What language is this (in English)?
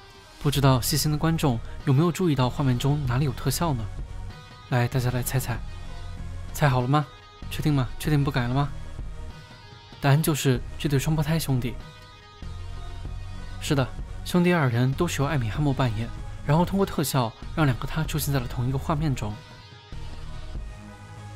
Chinese